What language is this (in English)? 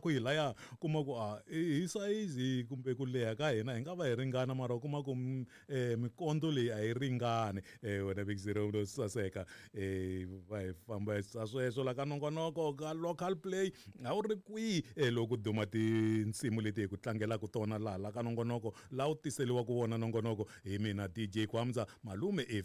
Tsonga